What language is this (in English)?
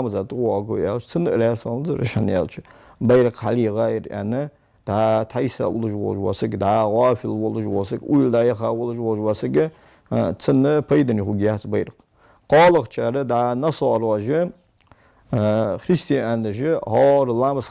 Ingush